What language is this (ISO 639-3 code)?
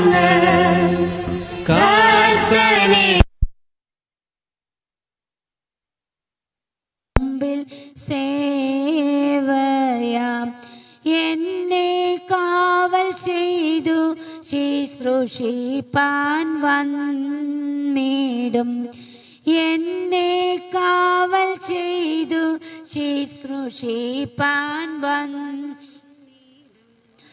mal